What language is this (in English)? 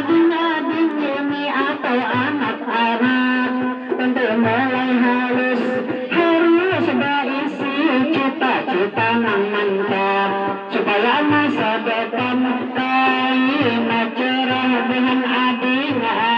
Banjar